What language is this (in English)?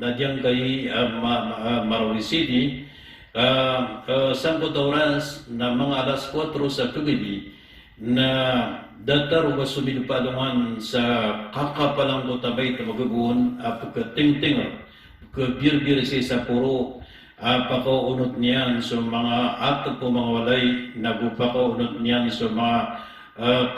Maranao